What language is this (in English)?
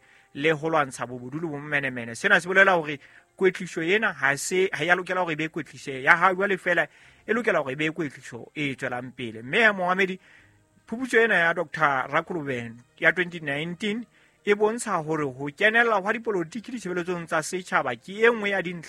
Southern Sotho